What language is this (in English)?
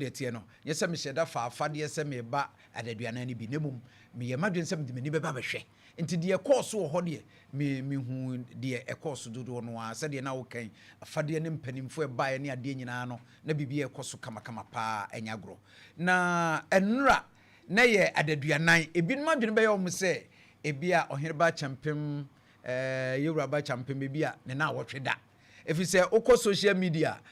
Akan